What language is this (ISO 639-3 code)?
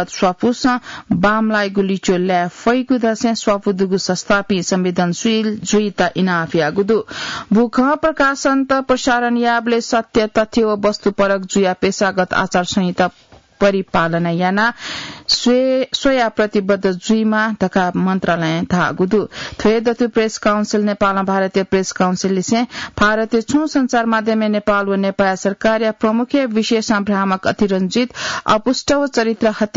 new